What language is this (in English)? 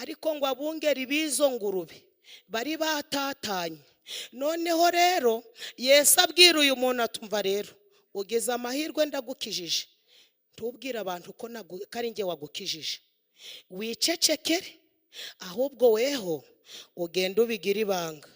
Kinyarwanda